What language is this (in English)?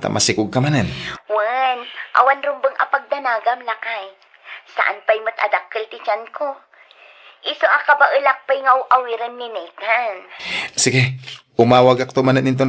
Iloko